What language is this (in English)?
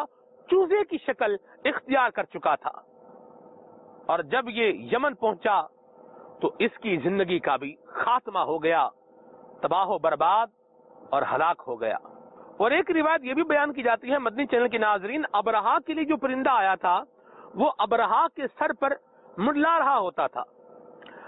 Urdu